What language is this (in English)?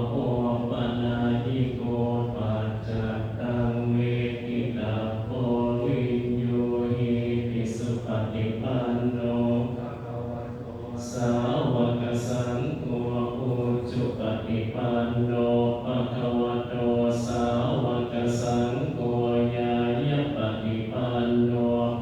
Pali